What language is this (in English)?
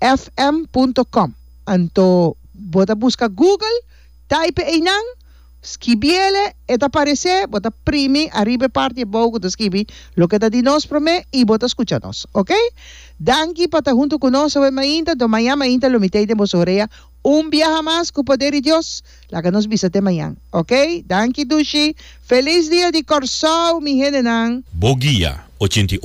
Papiamento